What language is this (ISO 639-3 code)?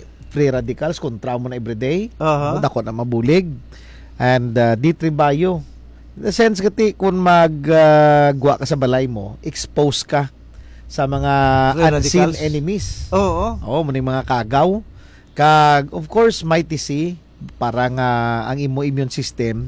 hil